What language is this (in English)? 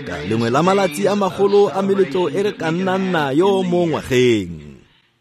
Tswana